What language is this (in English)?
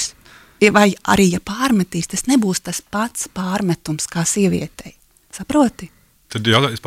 Latvian